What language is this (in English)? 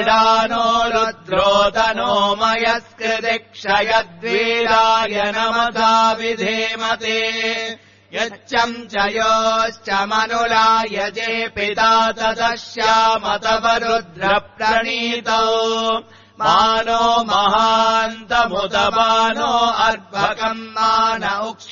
Sanskrit